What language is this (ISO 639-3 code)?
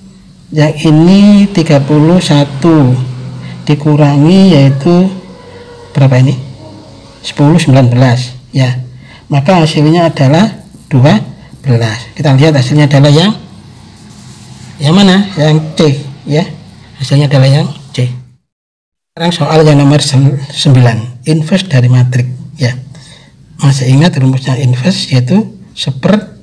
ind